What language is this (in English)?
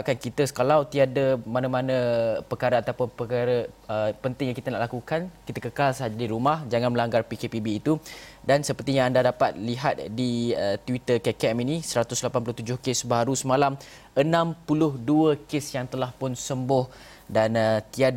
Malay